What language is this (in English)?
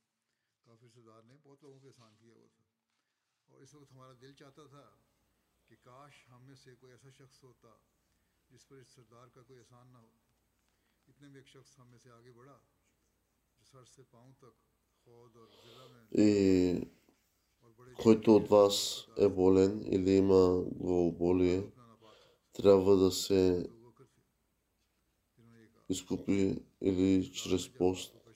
Bulgarian